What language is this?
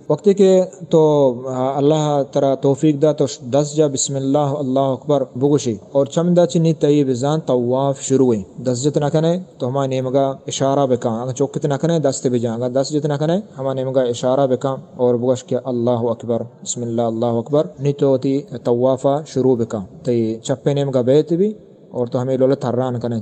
Eastern Balochi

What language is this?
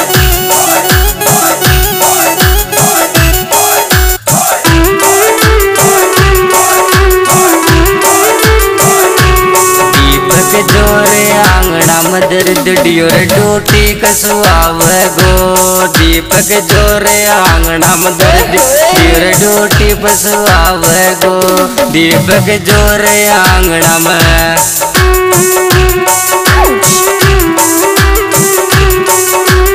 Bhojpuri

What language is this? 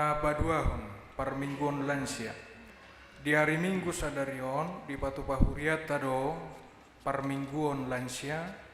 Batak Toba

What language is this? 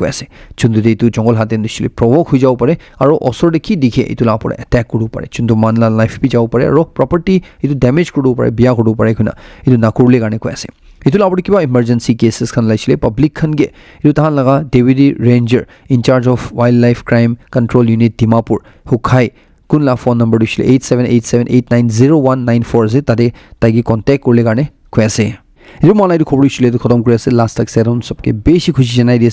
Naga Pidgin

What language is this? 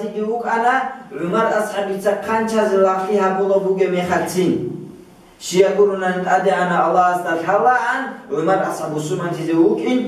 Avaric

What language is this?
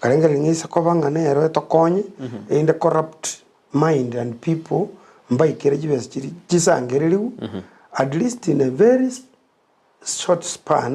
Gusii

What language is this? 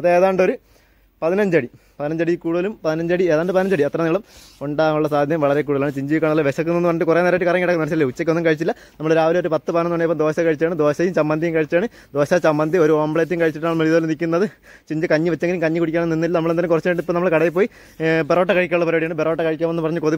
Malayalam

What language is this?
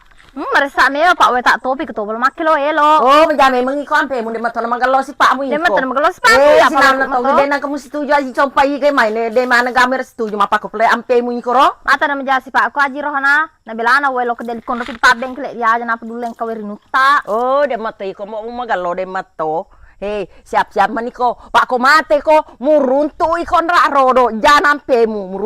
Buginese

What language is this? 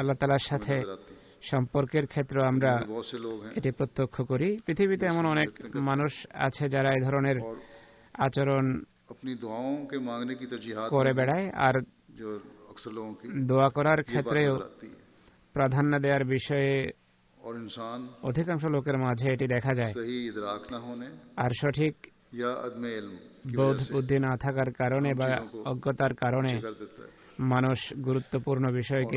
Bangla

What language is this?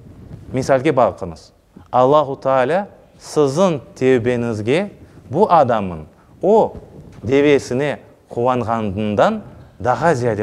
Crimean Tatar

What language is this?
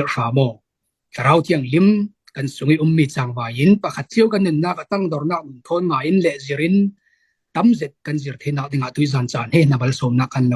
Falam Chin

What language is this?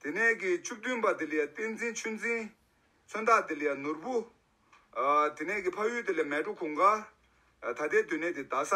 Tibetan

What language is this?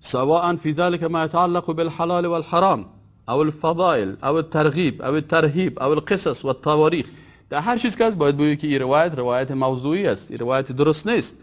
Persian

